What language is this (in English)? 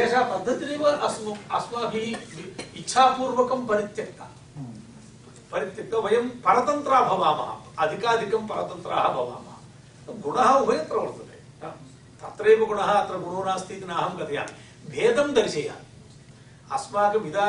Sanskrit